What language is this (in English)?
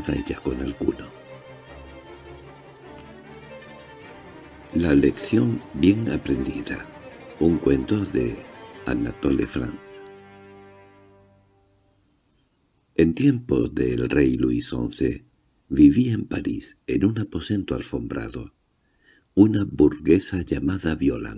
Spanish